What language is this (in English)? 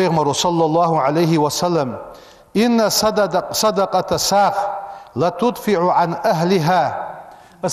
Ingush